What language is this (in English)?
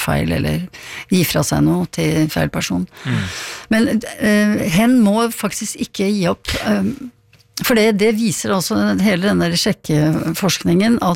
Norwegian